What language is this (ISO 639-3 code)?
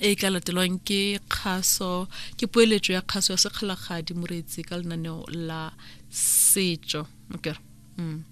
tsn